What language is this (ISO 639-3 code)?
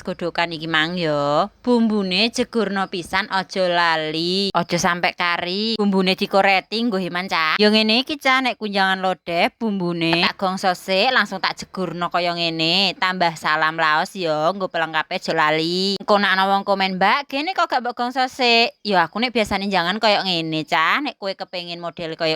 jav